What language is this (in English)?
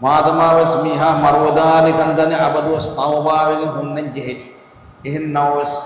Divehi